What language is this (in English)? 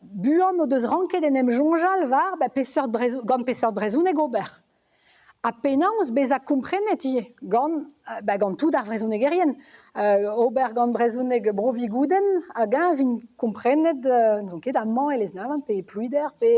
Breton